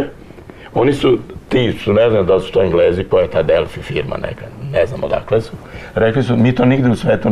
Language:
Serbian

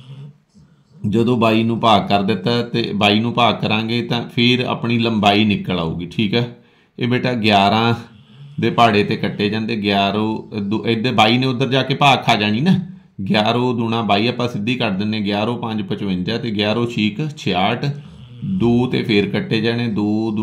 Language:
Punjabi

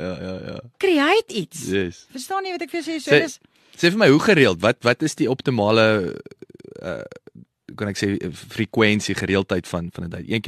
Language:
Afrikaans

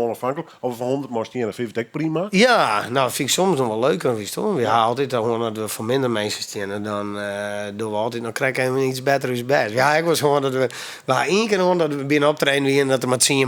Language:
Western Frisian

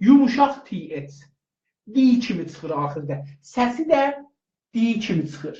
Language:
South Azerbaijani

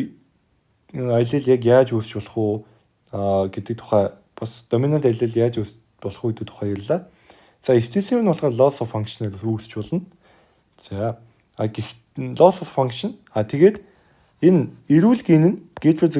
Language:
Mongolian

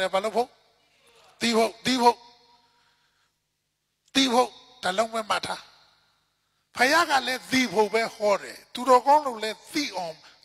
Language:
Burmese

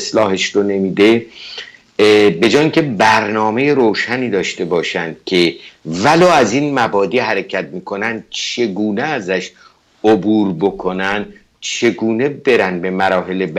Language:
Persian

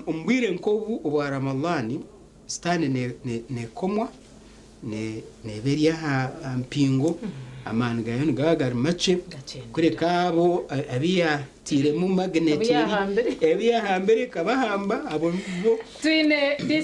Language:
Nyankole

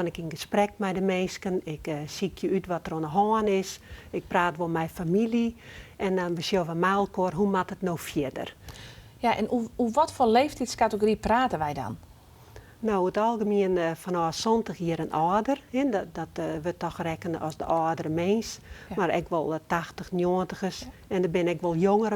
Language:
Western Frisian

